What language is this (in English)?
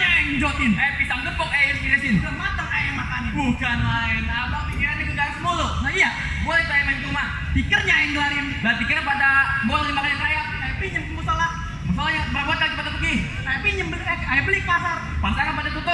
Betawi